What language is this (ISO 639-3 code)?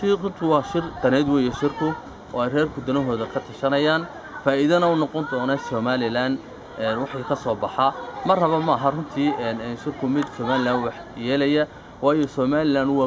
som